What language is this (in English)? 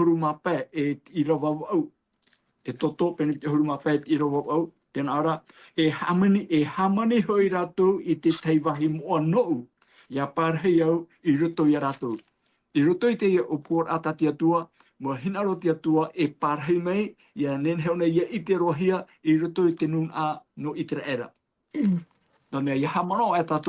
Tahitian